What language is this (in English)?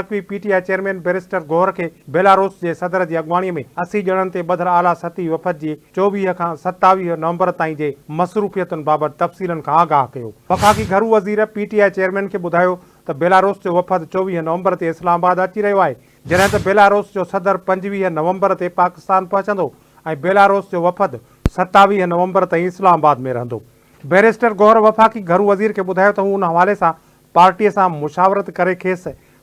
Sindhi